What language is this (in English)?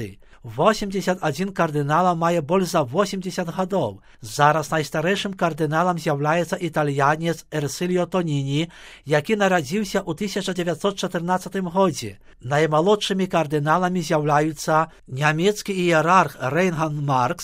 Belarusian